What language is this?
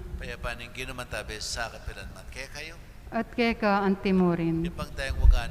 Pampanga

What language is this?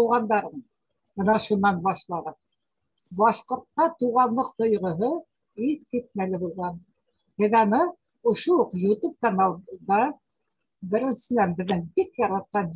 Bashkir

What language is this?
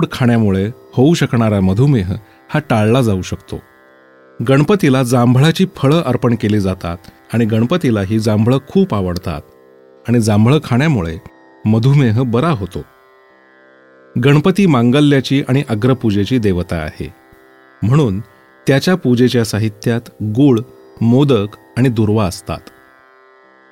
Marathi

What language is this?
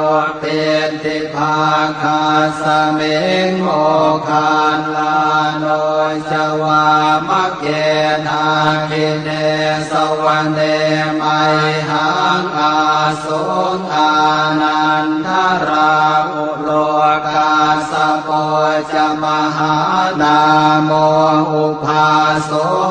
Pali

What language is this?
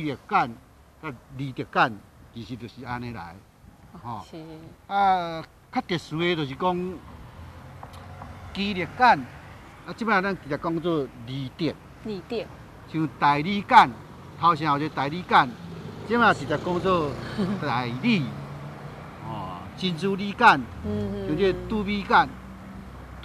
Min Nan Chinese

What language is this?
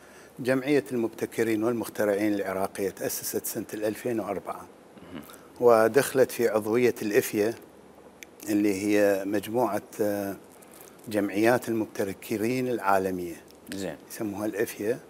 Mesopotamian Arabic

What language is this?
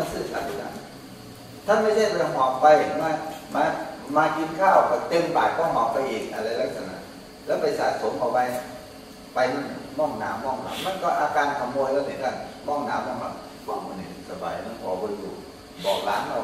Thai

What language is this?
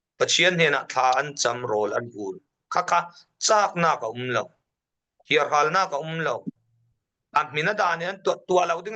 Falam Chin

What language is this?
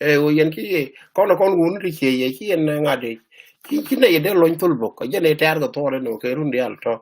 Nuer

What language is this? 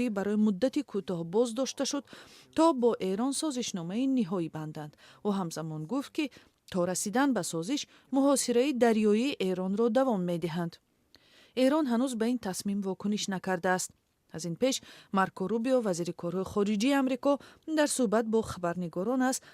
Tajik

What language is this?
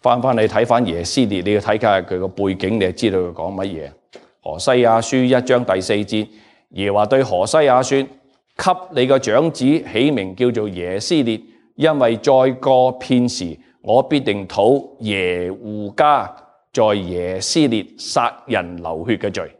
Cantonese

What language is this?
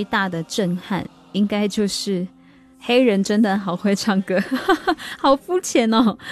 Chinese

